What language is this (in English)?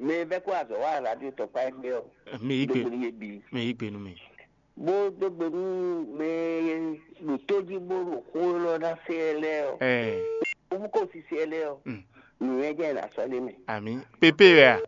Fon